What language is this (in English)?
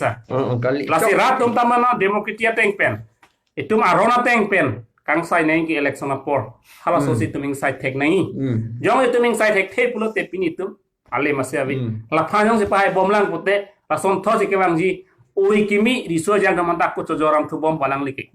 Karbi